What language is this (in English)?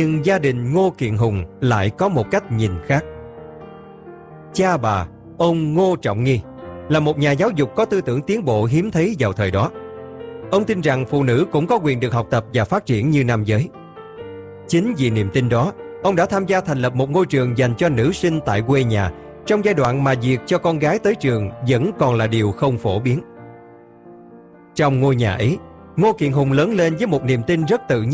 Vietnamese